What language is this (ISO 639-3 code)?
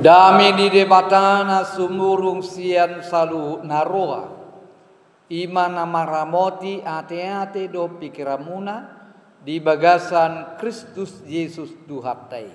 bbc